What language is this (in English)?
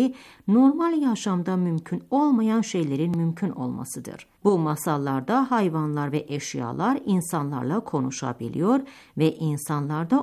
Turkish